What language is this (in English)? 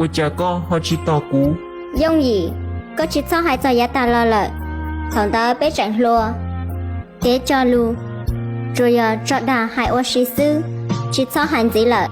Hmong